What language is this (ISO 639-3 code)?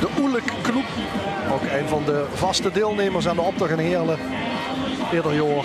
lim